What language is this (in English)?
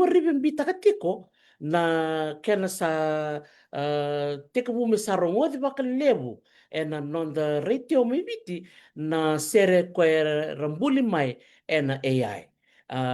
Fijian